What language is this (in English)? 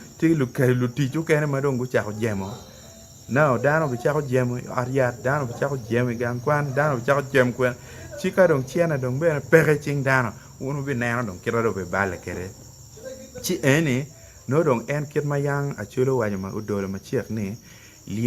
Acoli